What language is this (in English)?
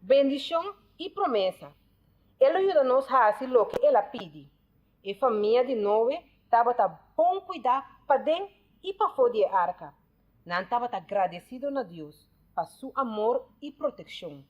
Papiamento